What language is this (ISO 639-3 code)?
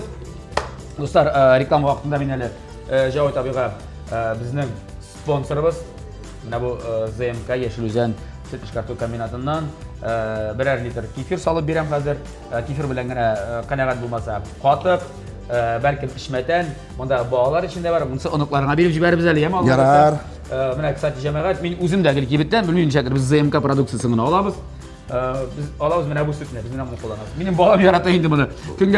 tat